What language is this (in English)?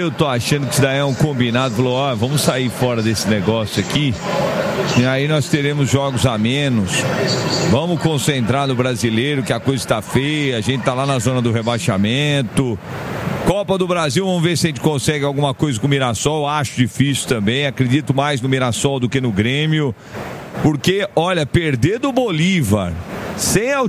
Portuguese